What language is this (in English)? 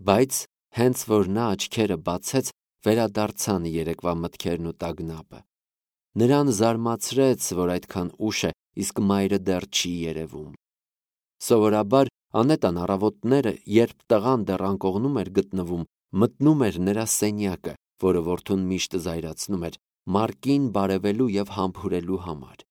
Armenian